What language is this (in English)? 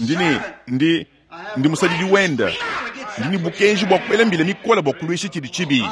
Luba-Lulua